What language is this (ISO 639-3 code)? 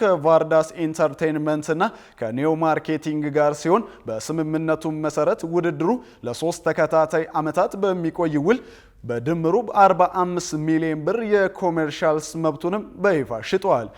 amh